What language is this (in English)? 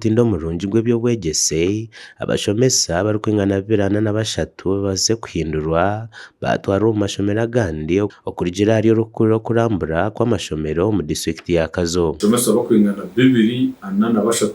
Nyankole